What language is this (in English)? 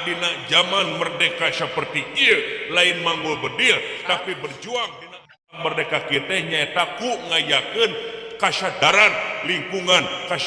Sundanese